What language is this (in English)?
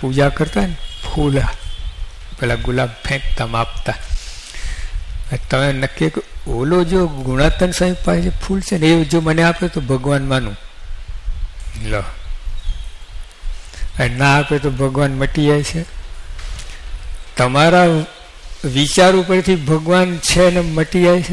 Gujarati